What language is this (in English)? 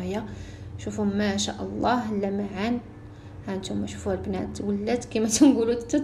Moroccan Arabic